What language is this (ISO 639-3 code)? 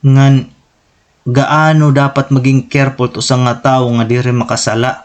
war